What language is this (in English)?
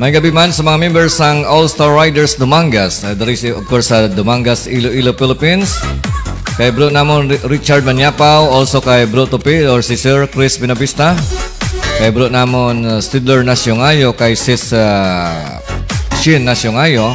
Hiligaynon